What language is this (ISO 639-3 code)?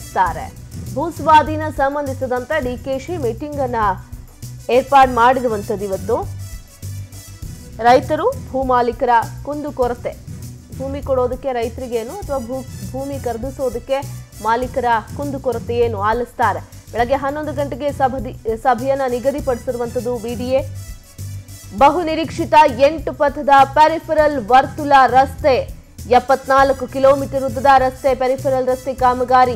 kan